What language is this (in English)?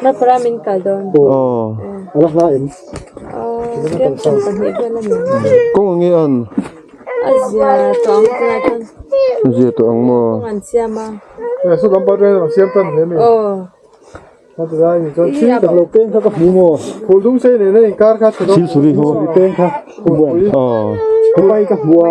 Mizo